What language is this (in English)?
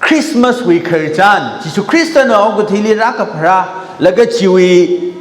Tangkhul Naga (India)